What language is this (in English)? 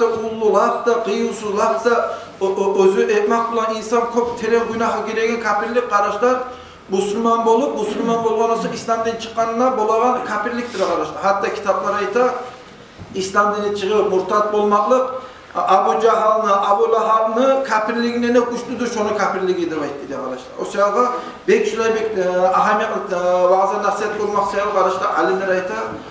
Kumyk